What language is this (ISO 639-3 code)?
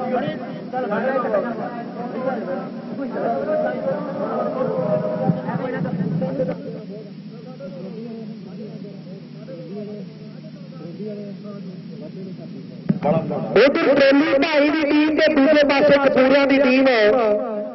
pan